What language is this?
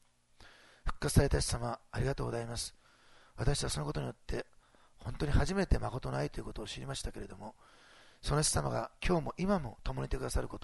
Japanese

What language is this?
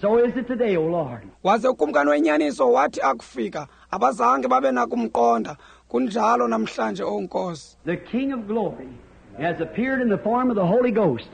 Xhosa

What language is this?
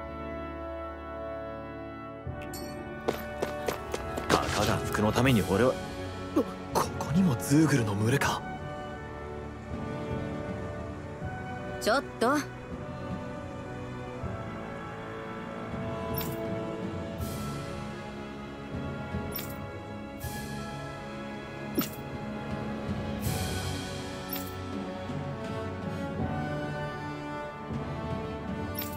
Japanese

